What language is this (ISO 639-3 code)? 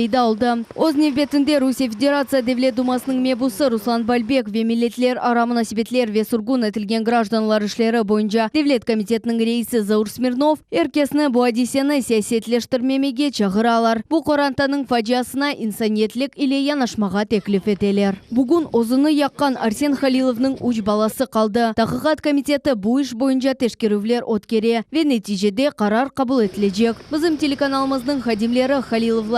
crh